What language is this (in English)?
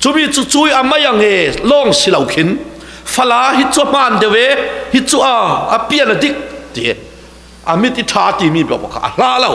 Falam Chin